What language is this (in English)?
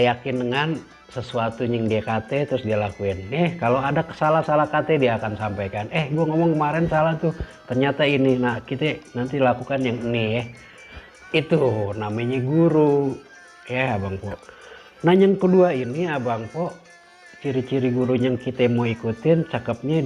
Betawi